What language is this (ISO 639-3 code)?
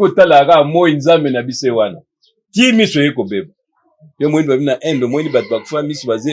lin